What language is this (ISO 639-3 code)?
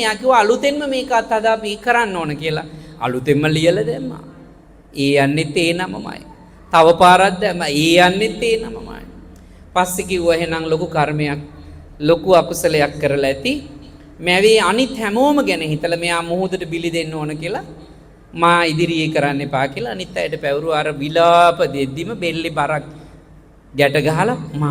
sin